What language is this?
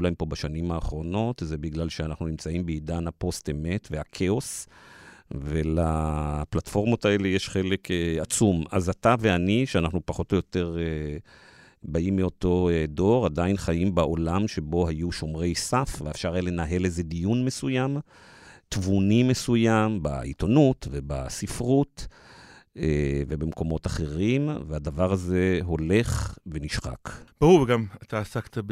Hebrew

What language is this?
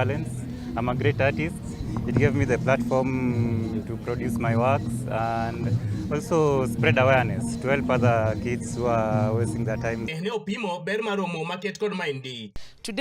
Luo (Kenya and Tanzania)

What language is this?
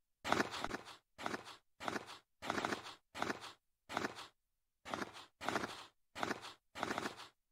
Finnish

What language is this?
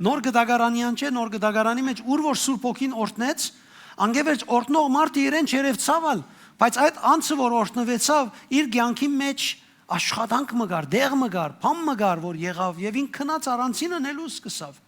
Western Armenian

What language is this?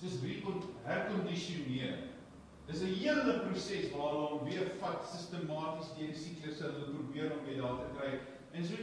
Afrikaans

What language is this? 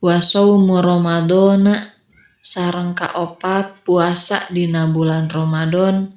Sundanese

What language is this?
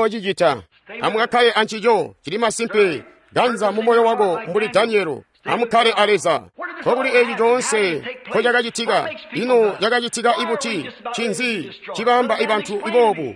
Tonga (Zambia)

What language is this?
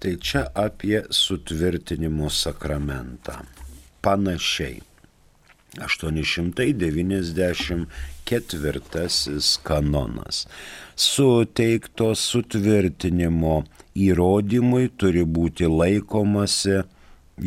Lithuanian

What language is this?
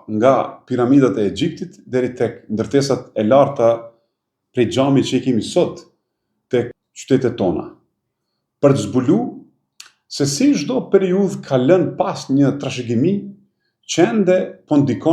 Albanian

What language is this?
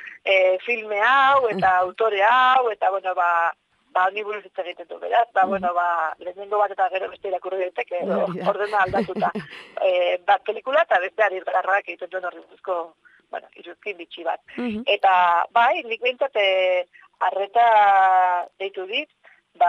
Basque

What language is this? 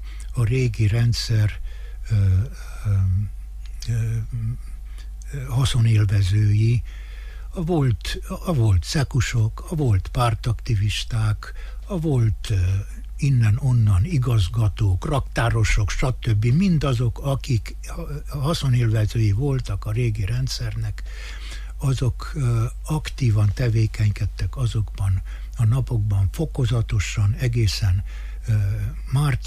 Hungarian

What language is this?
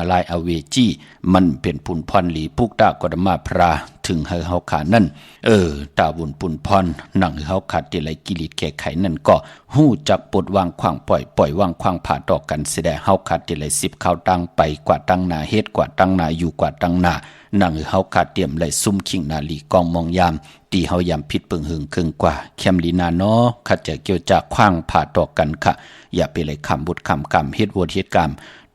Shan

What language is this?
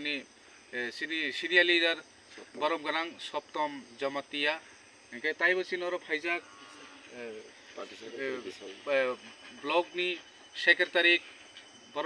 Kok Borok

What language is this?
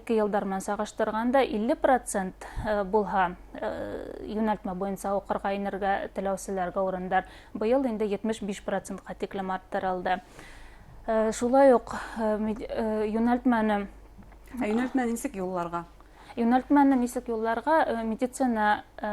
Bashkir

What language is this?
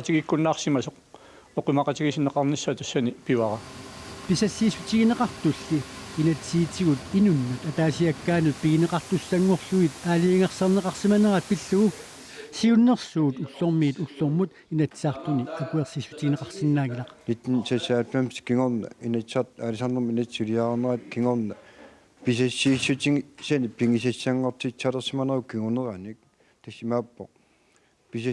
Kalaallisut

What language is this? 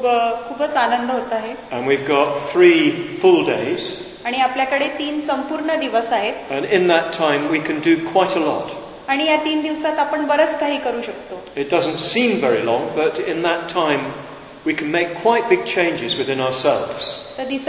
Marathi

